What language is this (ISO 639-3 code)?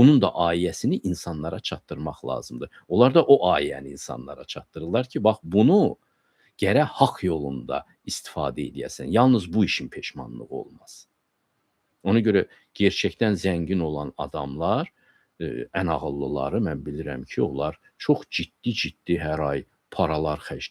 aze